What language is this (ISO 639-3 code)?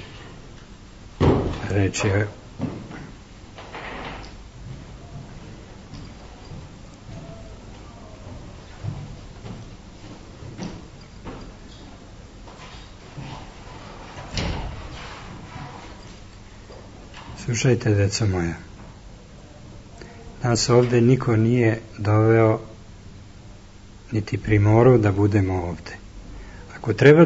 srp